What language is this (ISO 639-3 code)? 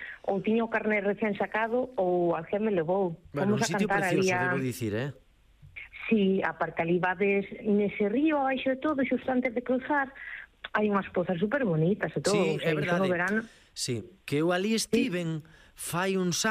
glg